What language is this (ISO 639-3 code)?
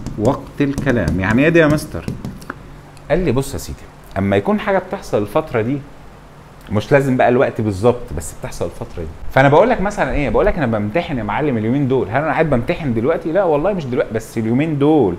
arz